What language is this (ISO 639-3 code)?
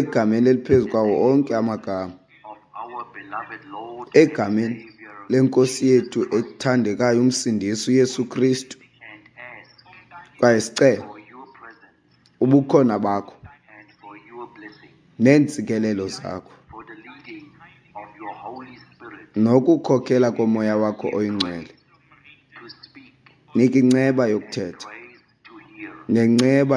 xho